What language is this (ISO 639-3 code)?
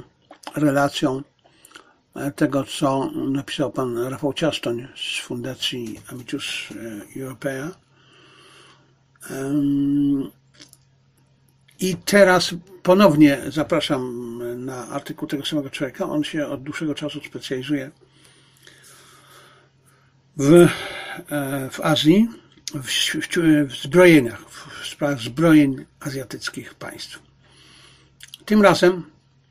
pol